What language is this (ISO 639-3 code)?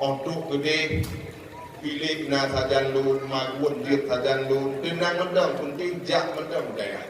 ace